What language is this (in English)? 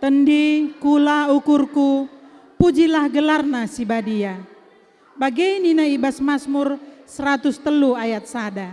Batak Karo